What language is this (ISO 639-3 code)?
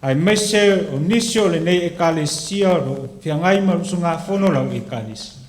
smo